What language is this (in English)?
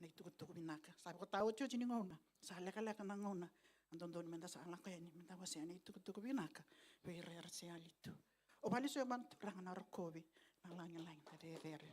Fijian